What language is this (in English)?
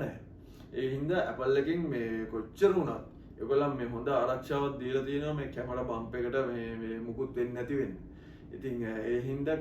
Sinhala